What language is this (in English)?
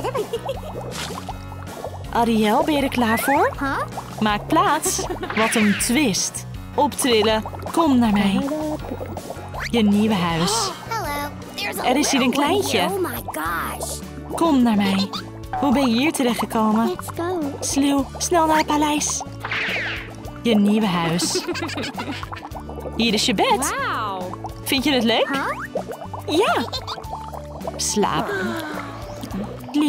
Dutch